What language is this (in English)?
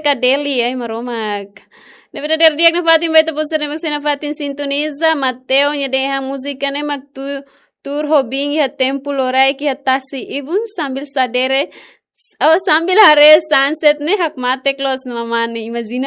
Tetum